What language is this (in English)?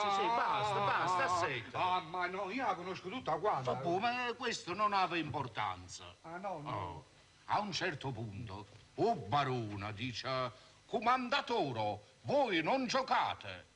Neapolitan